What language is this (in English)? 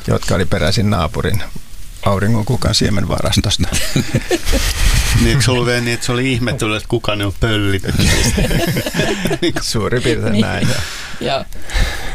Finnish